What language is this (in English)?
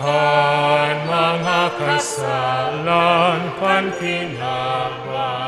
Bikol